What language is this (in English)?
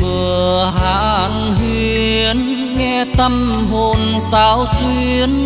Vietnamese